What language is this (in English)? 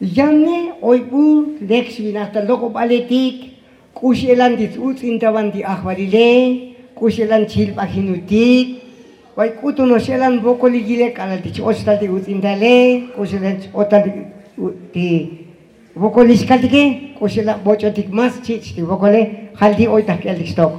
Tzotzil